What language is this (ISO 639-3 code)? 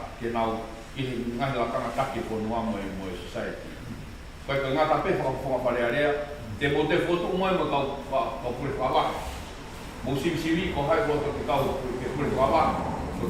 ton